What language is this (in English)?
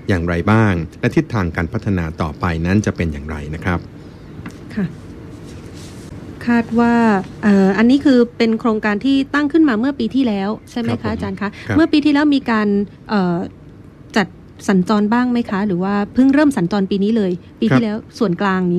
Thai